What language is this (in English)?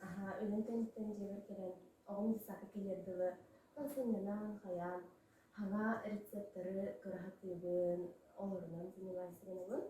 Yakut